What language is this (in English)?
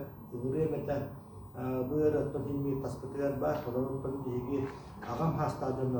Yakut